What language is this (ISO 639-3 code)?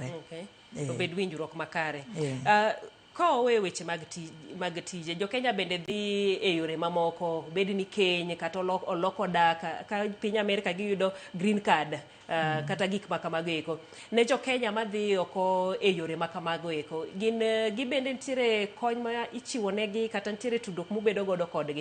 luo